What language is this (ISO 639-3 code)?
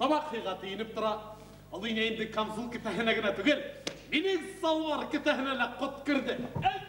bak